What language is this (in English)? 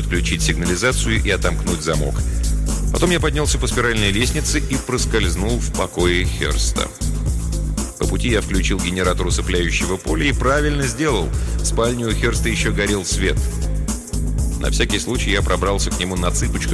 Russian